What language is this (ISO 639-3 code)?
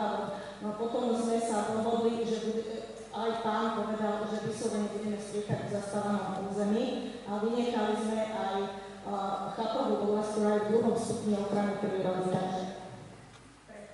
slk